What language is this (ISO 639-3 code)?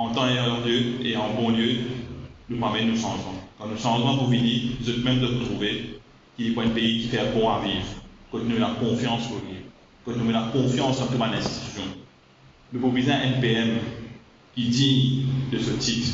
mfe